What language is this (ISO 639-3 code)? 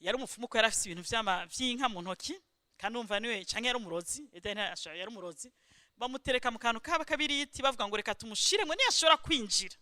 run